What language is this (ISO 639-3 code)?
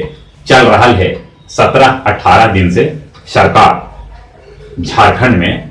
mag